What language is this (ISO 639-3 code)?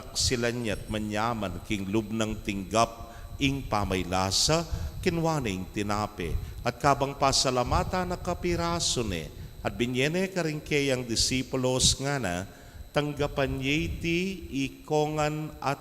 pam